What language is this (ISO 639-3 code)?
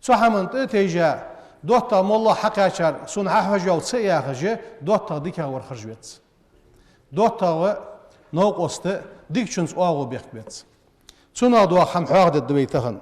inh